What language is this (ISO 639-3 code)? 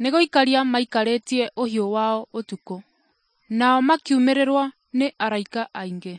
kik